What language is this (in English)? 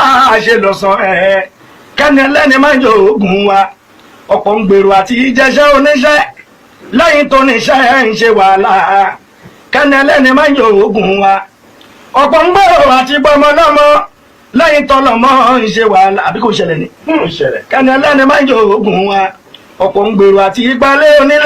Yoruba